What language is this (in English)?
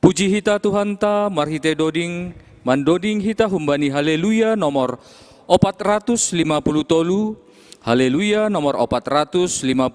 Batak Simalungun